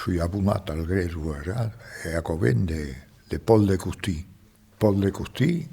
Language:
Occitan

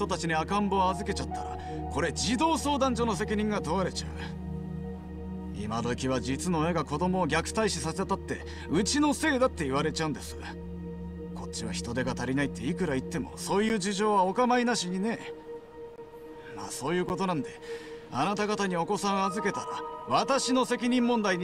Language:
Japanese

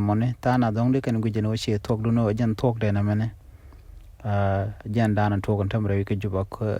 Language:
Nuer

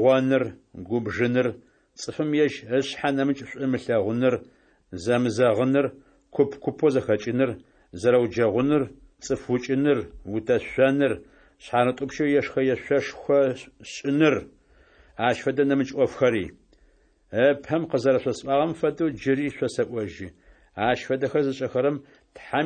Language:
Adyghe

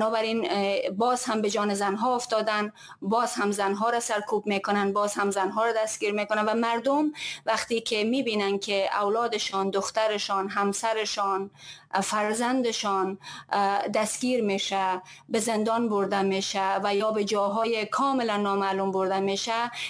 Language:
Persian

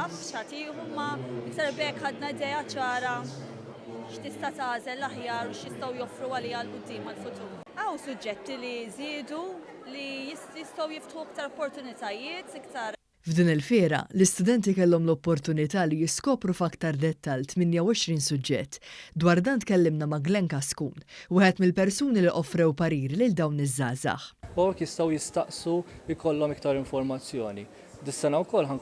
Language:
Maltese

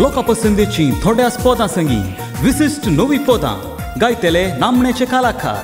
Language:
Konkani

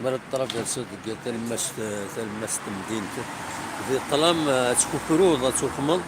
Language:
Kabyle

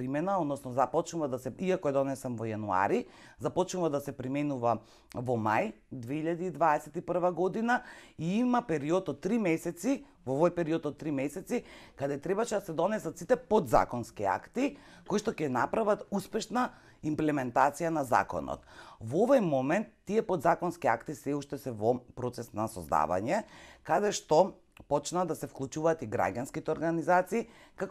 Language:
Macedonian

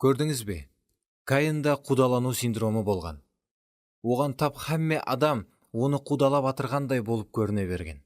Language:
Kara-Kalpak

